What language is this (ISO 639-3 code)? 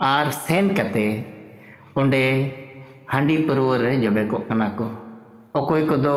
sat